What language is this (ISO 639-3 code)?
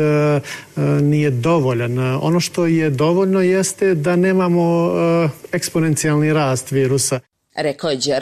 srp